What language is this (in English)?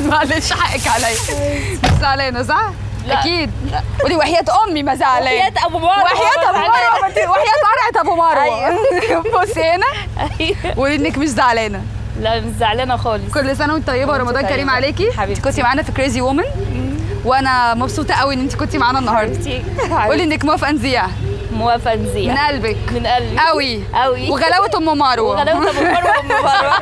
Egyptian Arabic